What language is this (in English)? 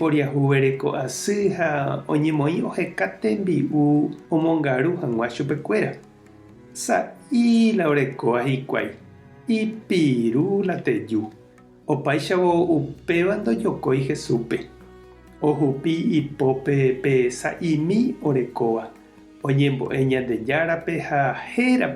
Guarani